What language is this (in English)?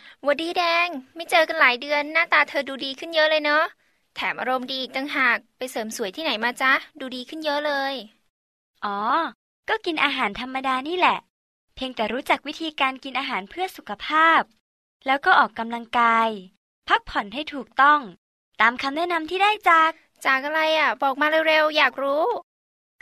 Thai